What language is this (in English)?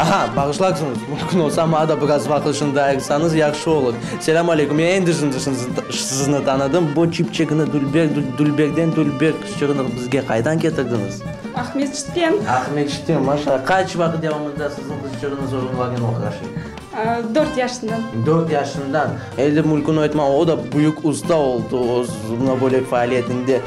Crimean Tatar